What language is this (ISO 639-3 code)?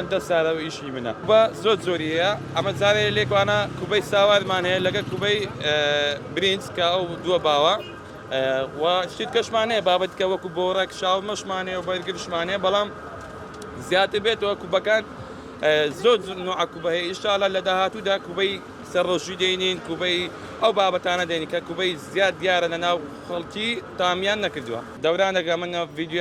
ckb